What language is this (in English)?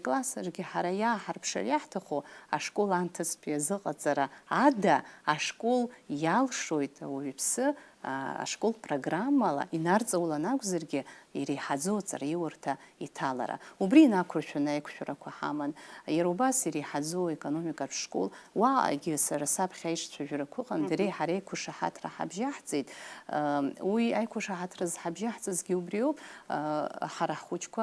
Abkhazian